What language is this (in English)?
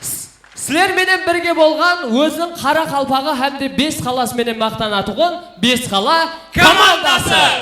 Kara-Kalpak